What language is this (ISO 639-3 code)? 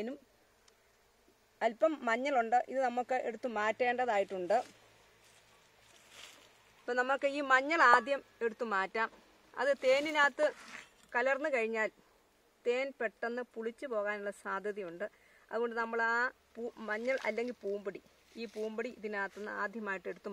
mal